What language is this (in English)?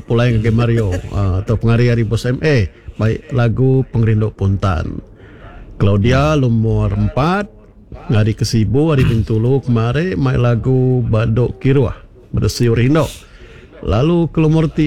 Iban